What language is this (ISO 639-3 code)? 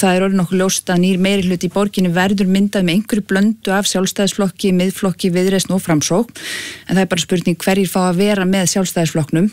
isl